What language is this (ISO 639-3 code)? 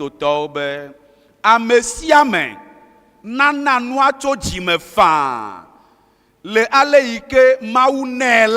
ewe